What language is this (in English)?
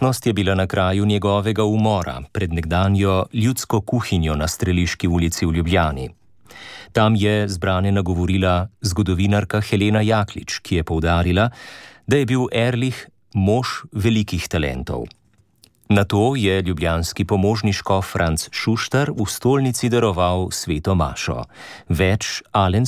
Slovenian